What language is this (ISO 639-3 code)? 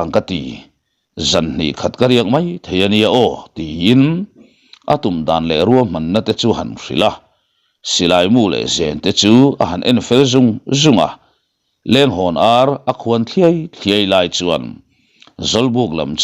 lus